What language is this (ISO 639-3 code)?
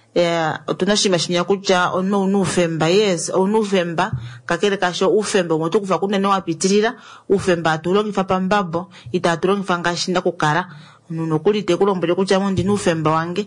kua